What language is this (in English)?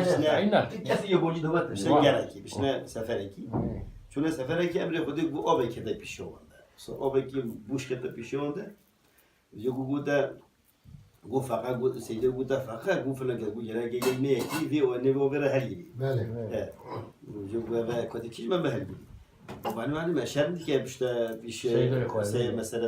Kurdish